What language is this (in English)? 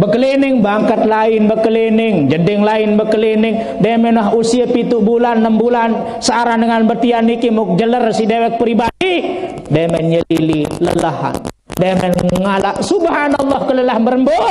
Sasak